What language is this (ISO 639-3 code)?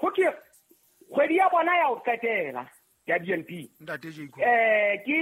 sot